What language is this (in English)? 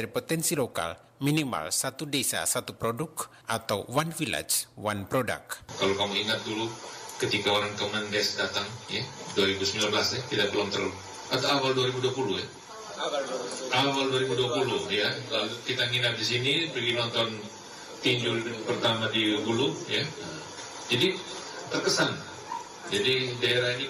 Indonesian